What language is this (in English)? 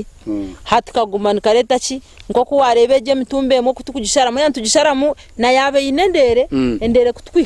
Nyankole